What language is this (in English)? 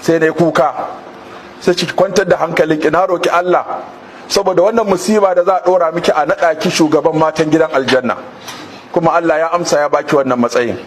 Hausa